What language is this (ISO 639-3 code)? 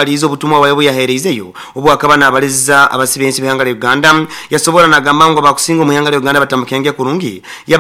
nyo